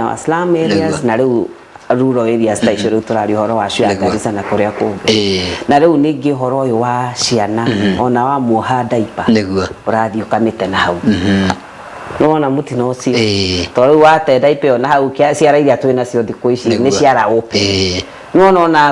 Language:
Kikuyu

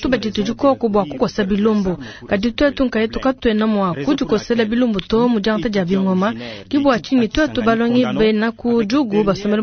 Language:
Luba-Lulua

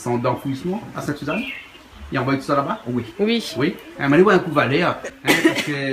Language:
Réunion Creole French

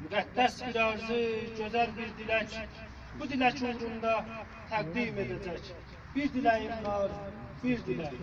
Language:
South Azerbaijani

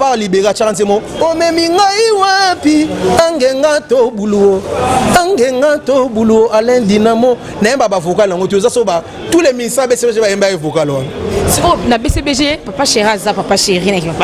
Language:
Lingala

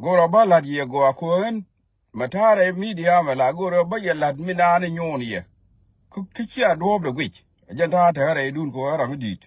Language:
Nuer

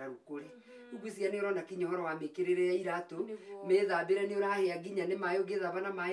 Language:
Kikuyu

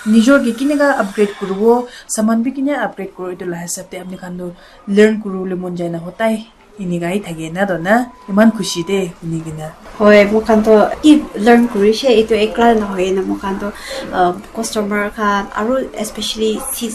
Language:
Naga Pidgin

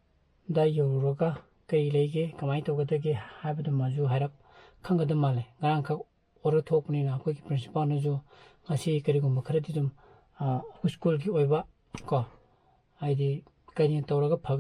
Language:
Manipuri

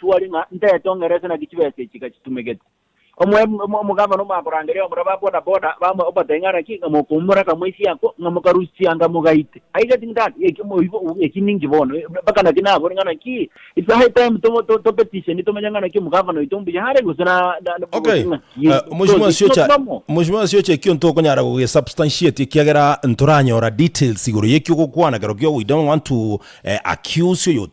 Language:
Gusii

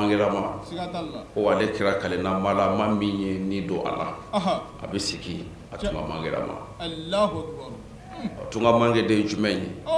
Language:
Bambara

